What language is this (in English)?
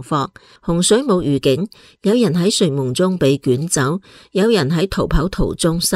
Cantonese